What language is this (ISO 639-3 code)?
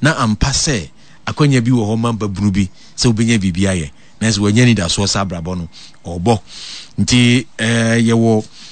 aka